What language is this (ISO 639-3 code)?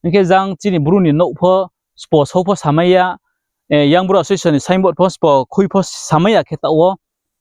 ria